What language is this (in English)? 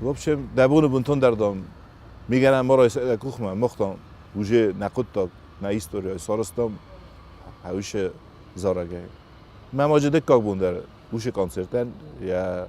Ossetic